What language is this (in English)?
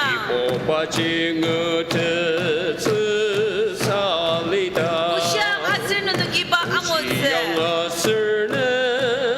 Ao Naga